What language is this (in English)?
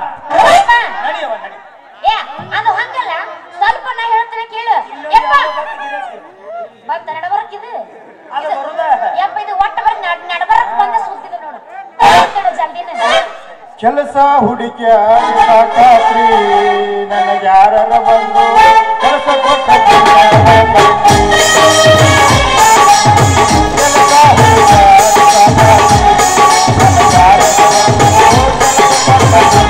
Kannada